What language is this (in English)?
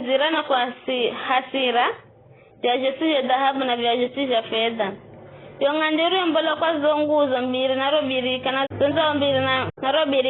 Giryama